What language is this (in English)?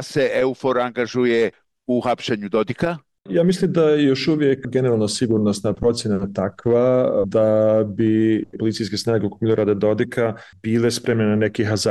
Bosnian